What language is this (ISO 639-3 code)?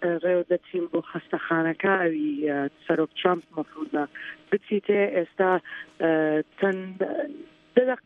ckb